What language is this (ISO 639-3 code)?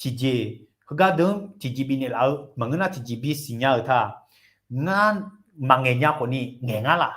ahk